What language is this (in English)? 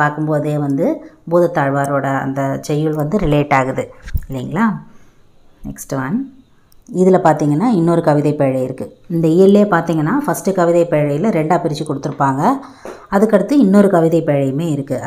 Tamil